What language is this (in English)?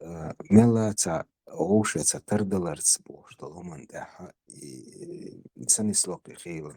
Chechen